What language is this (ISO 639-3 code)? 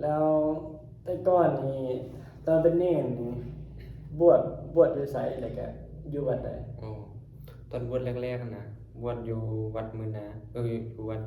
tts